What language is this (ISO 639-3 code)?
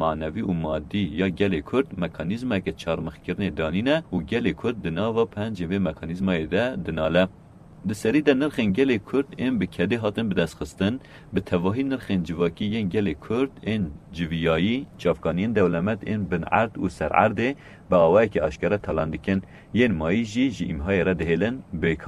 kur